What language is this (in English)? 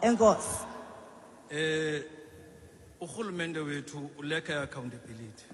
Xhosa